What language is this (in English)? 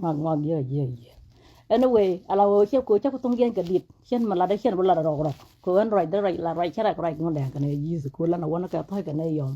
Nuer